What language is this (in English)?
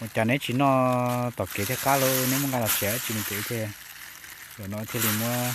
Hmong